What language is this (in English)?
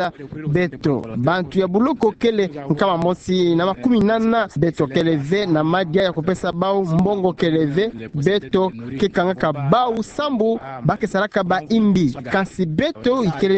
Kituba (Democratic Republic of Congo)